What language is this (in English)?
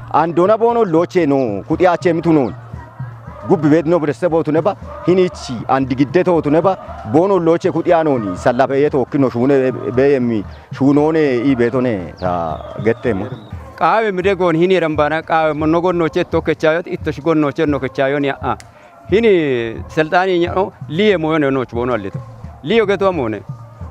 Kafa